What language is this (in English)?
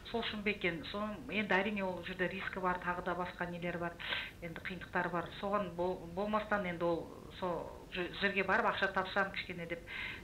Kazakh